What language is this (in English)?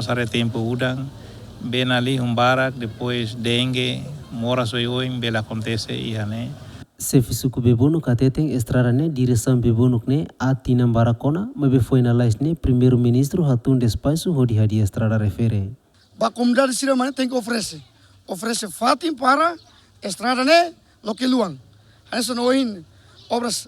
Tetum